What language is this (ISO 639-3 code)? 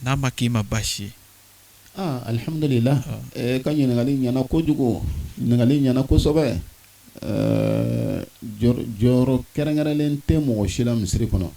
bam